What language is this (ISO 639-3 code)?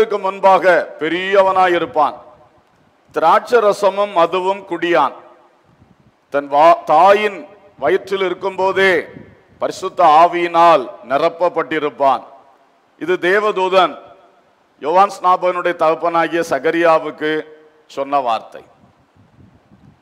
tam